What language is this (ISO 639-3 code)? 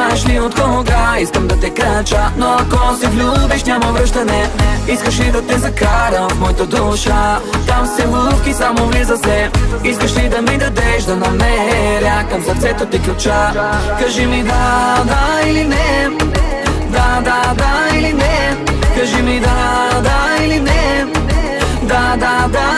bul